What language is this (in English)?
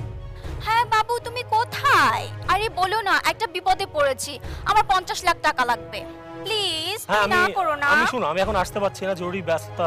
Bangla